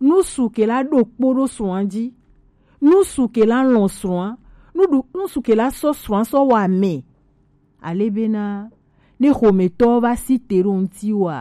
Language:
Gen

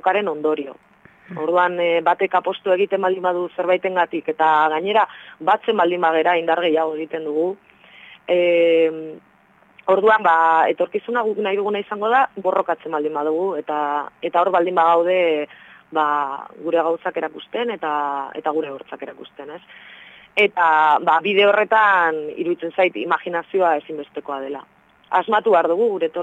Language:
Basque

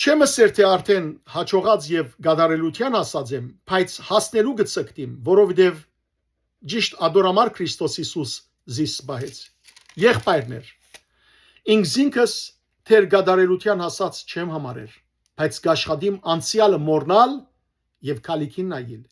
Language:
Western Armenian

